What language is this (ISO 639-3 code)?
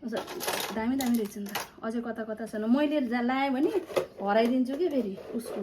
nep